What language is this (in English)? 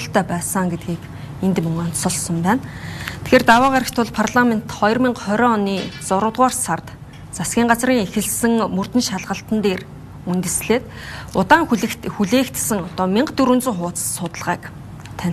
Mongolian